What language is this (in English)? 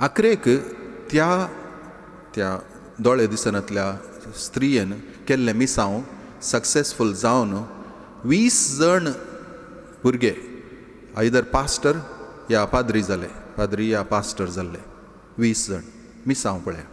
Konkani